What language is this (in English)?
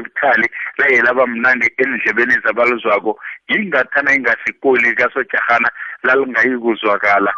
South Ndebele